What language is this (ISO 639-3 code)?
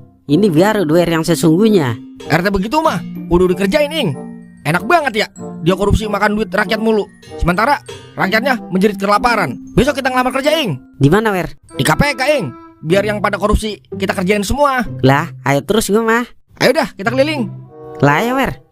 bew